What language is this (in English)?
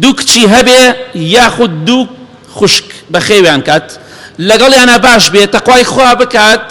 Central Kurdish